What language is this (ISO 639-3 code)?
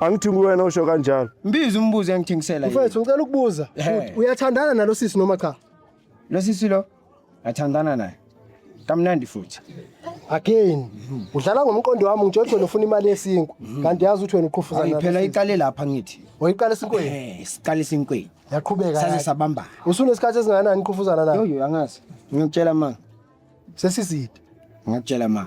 zul